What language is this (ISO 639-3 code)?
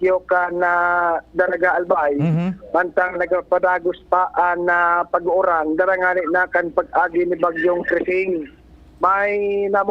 bik